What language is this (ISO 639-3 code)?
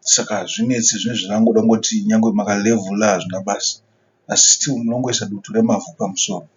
sna